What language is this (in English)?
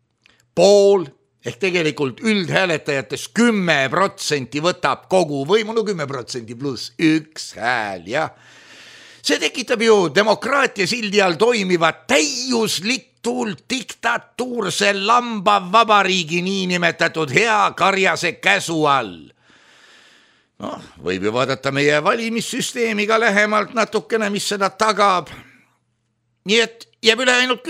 Estonian